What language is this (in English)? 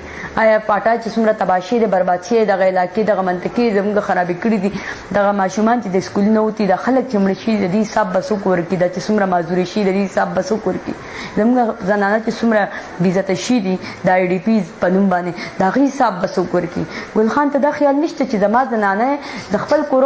Pashto